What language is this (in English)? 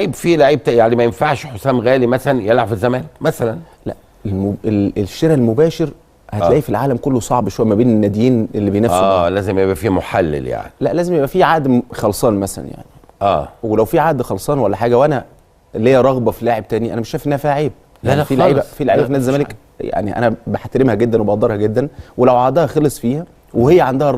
Egyptian Arabic